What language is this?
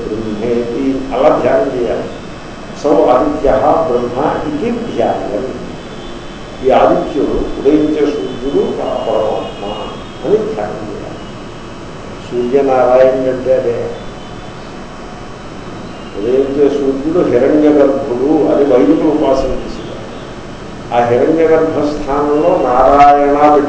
Telugu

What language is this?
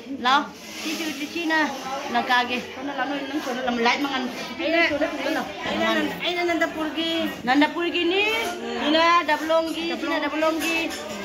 Manipuri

